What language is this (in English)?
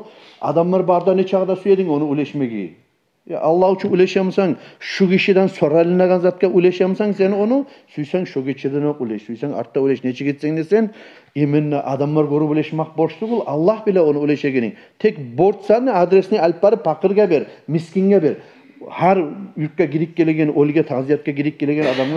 Kumyk